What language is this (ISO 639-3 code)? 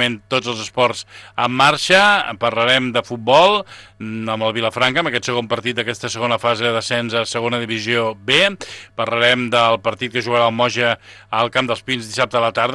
cat